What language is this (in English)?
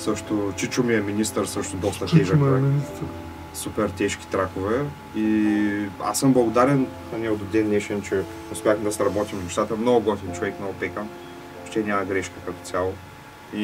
Bulgarian